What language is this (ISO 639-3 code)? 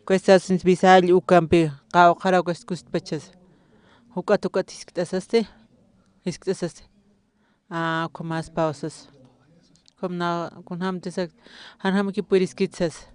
aym